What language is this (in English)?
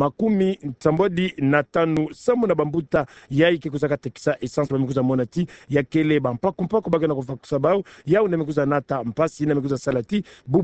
Kituba (Democratic Republic of Congo)